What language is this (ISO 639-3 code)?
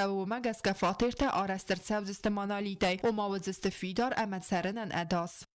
oss